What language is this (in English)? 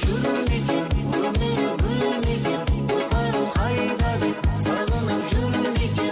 Kara-Kalpak